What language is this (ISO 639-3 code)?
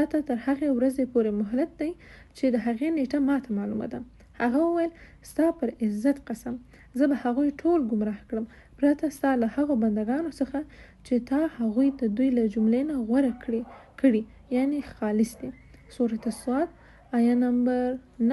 pus